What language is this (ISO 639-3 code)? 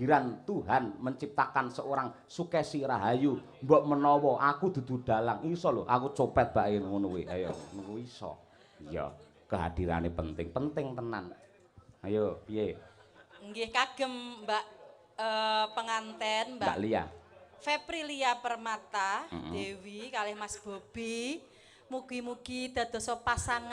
jav